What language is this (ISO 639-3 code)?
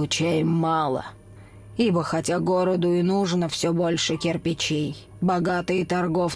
rus